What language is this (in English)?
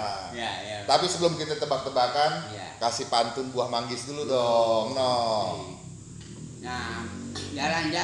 Betawi